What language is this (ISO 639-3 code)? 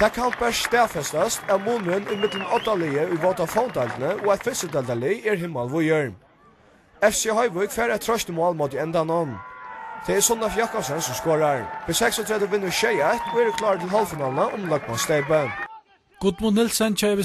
fao